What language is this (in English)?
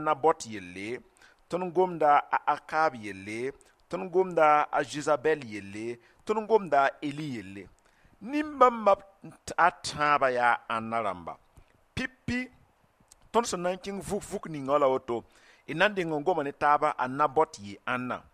Mossi